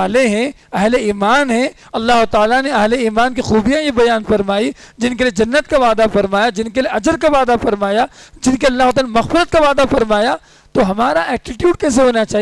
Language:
Urdu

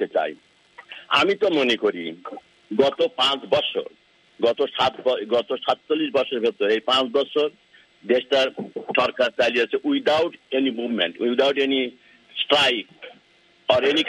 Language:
Bangla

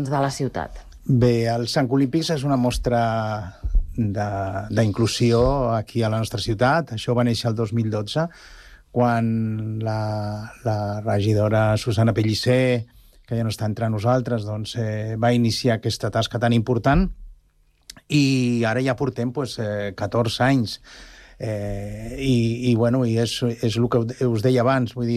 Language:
Catalan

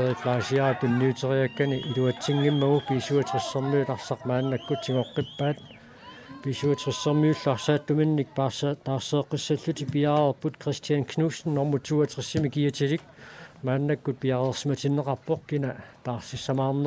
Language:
Kalaallisut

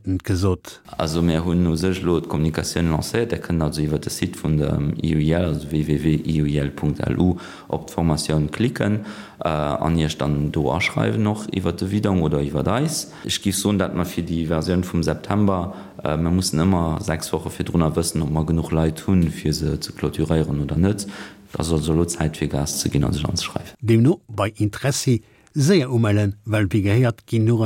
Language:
Luxembourgish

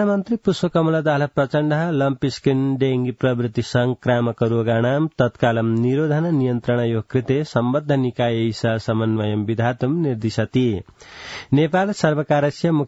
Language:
Sanskrit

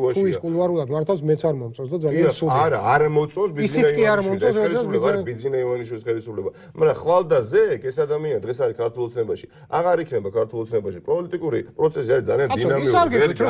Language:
Georgian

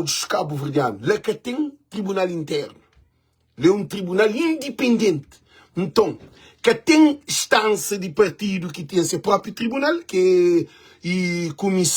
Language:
Kabuverdianu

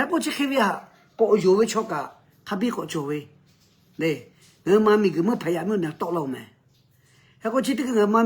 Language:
Lahu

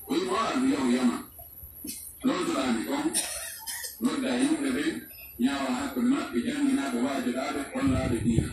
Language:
Pular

